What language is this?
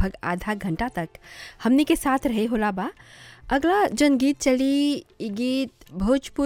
Bhojpuri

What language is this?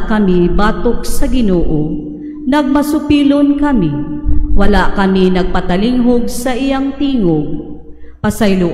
Cebuano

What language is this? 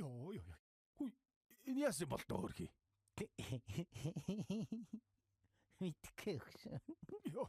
Mongolian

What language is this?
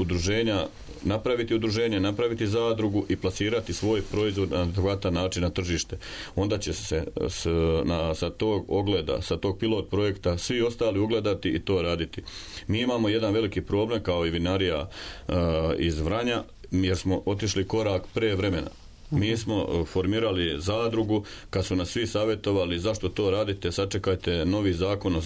Serbian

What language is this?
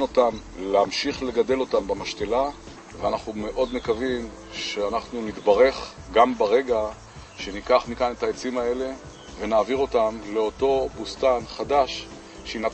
Hebrew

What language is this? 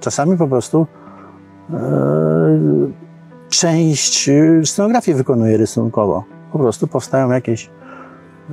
Polish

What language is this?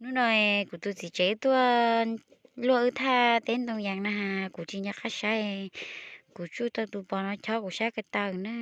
Hmong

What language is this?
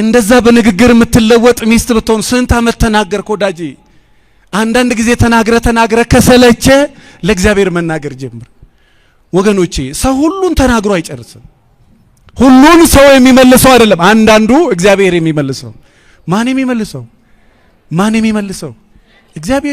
Amharic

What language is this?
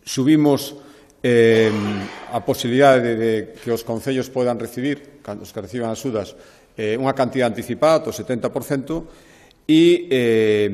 Galician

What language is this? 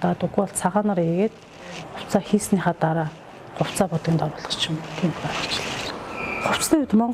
Mongolian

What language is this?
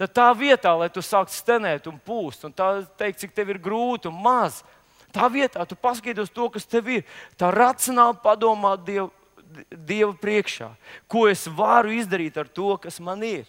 Latvian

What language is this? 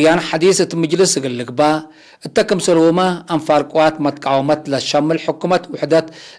Tigre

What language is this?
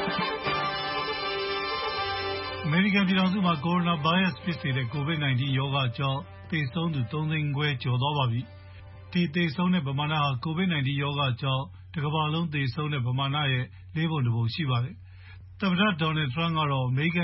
Burmese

